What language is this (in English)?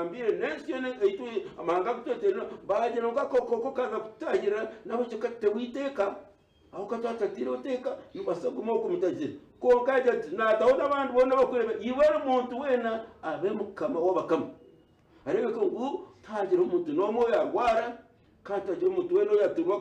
Nyankole